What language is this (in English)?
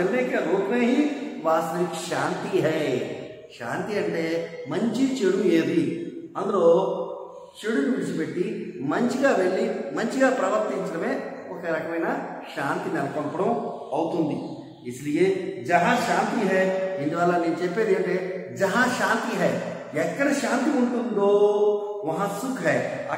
Telugu